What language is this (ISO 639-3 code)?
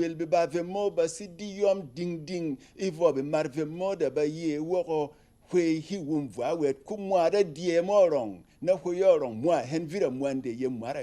bom